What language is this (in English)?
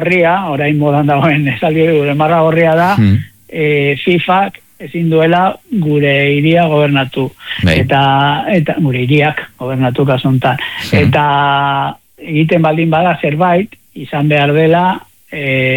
Basque